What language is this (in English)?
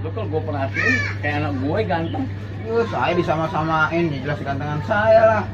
Betawi